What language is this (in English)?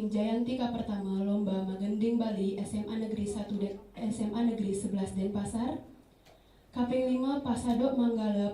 Balinese